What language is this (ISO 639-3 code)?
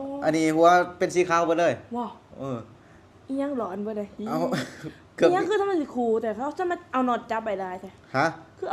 lao